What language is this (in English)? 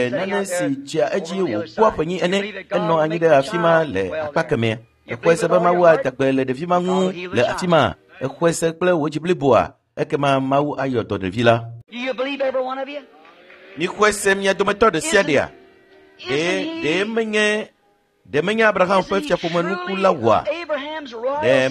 Ewe